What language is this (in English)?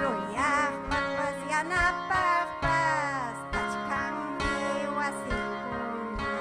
Ayacucho Quechua